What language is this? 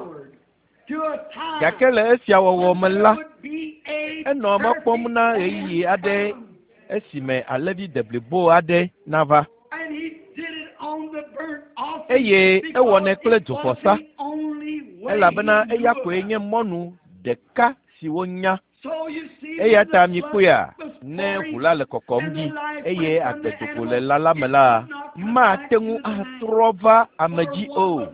Ewe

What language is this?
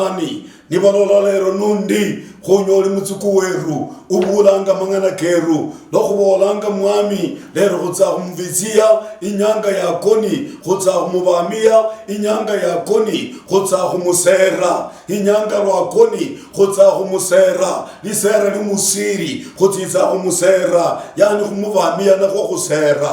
Luyia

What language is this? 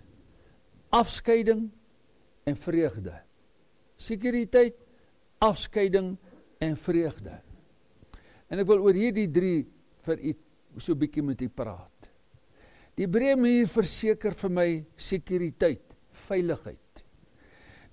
Afrikaans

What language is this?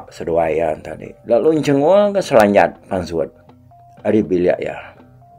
Iban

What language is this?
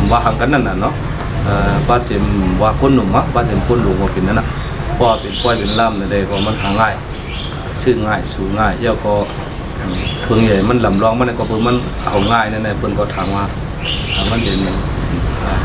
Shan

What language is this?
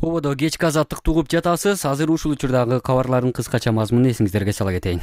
Kyrgyz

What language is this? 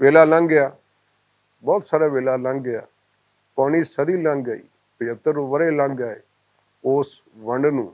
Western Panjabi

